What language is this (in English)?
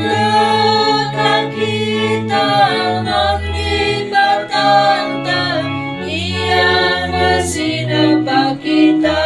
Batak Karo